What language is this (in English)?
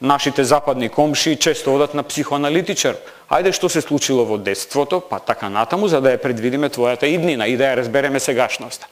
Macedonian